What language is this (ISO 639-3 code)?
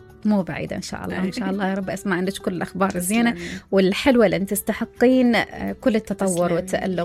acm